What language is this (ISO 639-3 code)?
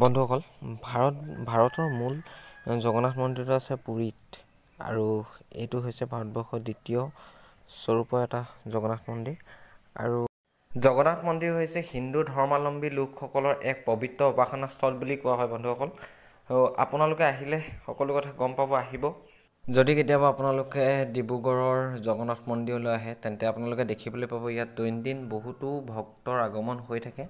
asm